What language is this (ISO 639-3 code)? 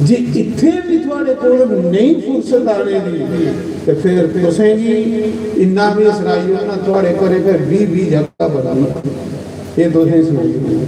doi